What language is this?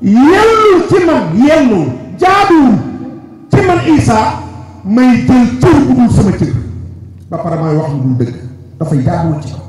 Wolof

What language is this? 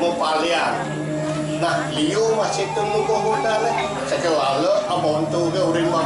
Balinese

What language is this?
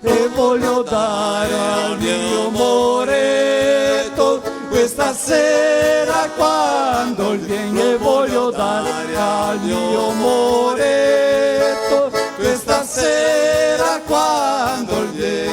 Venetian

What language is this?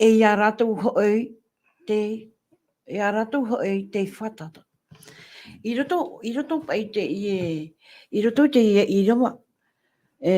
Tahitian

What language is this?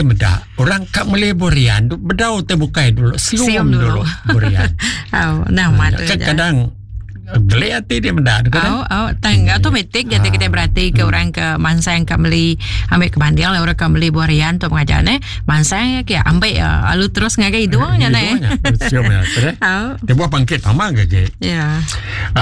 Iban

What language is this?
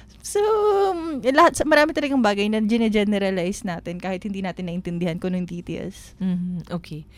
Filipino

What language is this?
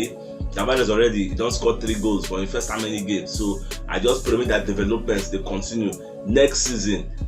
Nigerian Pidgin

